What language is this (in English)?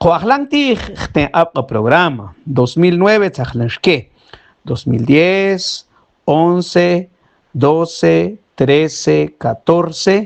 Mam